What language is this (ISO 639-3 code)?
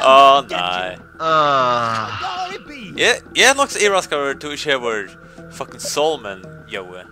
fao